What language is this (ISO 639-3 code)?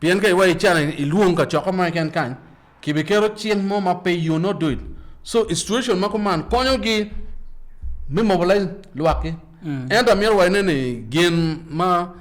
ach